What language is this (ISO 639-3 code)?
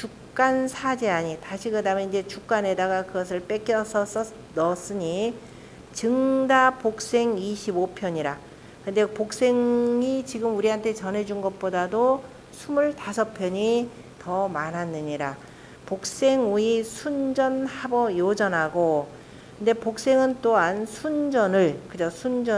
kor